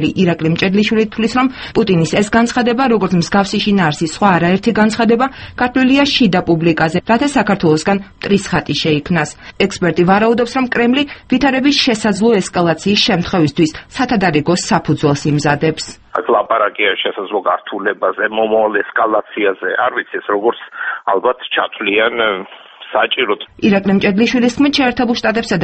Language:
Georgian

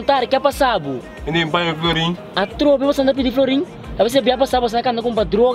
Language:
Papiamento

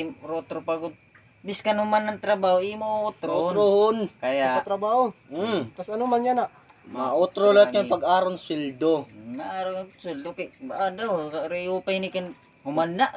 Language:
Waray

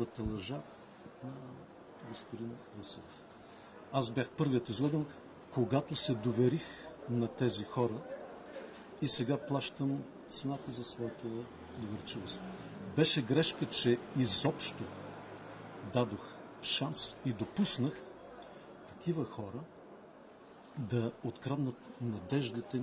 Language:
Bulgarian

